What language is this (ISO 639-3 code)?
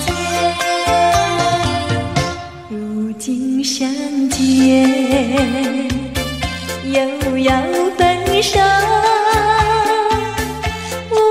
zho